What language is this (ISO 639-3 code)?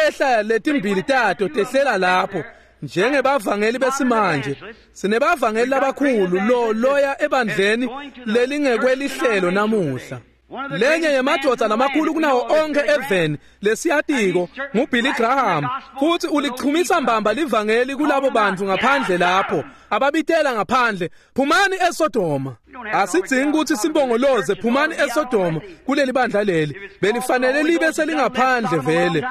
ssw